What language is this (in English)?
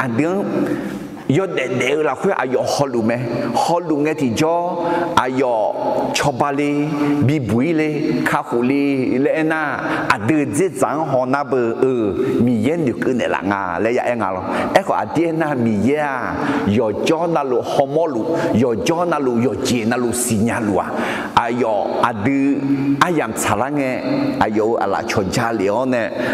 Akha